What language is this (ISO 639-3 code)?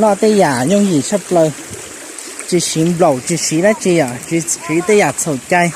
hmn